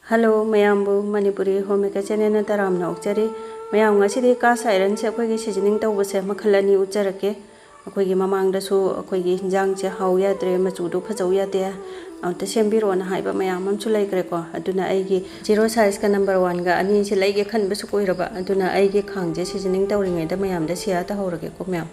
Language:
Manipuri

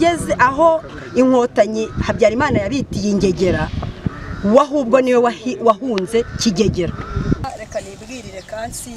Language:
Kinyarwanda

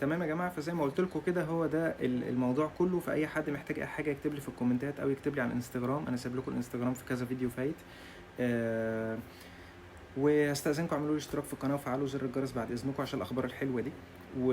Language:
Egyptian Arabic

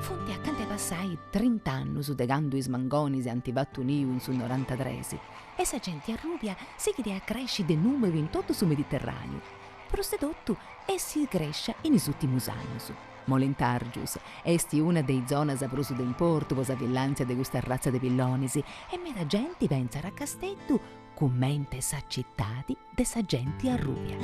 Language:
Sardinian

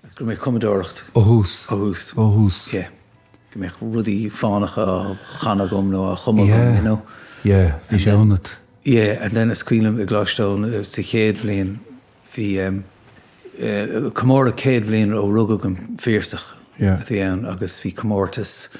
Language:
Irish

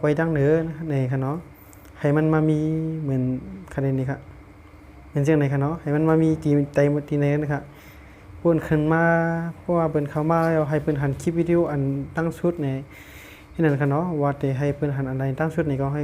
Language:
Shan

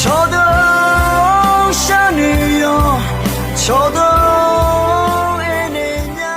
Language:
Akha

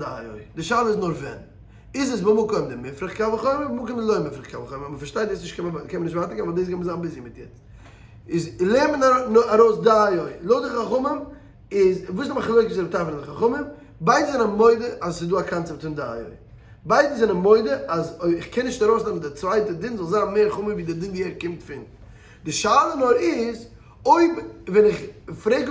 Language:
Yiddish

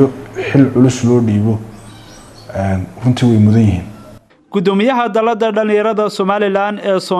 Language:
Somali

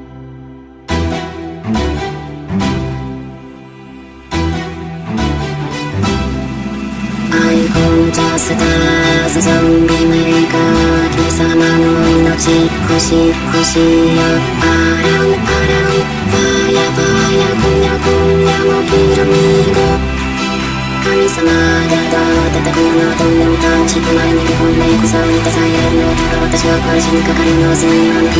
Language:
Japanese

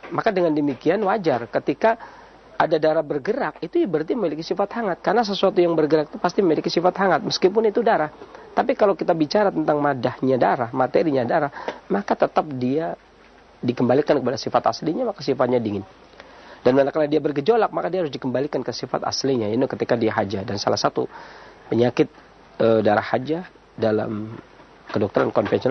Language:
Indonesian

